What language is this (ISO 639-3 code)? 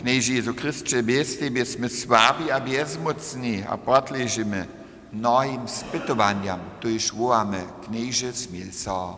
hsb